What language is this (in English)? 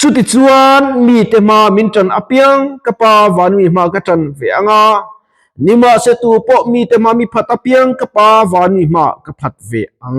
Mizo